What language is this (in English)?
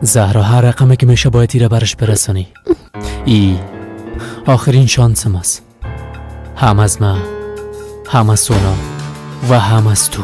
Persian